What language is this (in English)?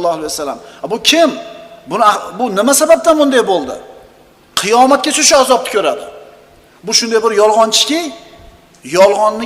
Uzbek